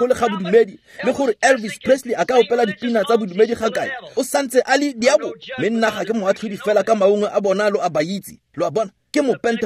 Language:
Tswana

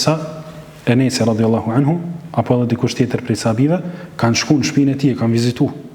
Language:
Albanian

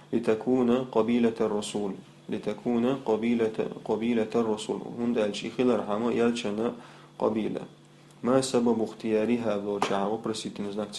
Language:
Chechen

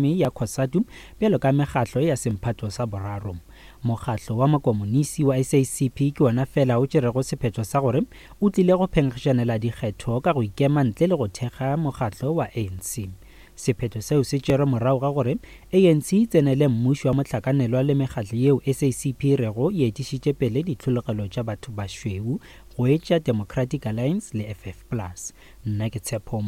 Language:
Northern Sotho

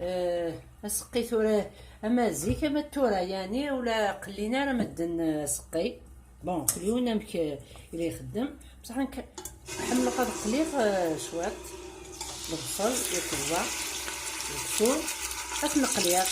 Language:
Kabyle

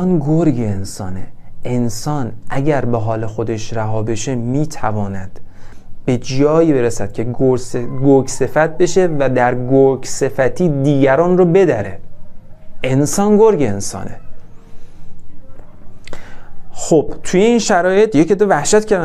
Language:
Persian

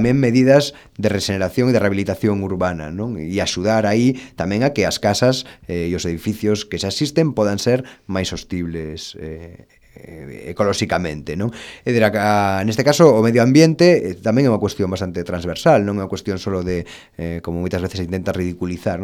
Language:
Galician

